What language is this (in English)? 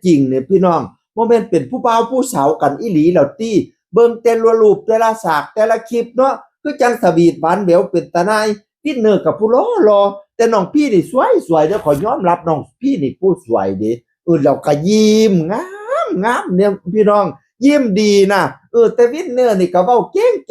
Northeastern Thai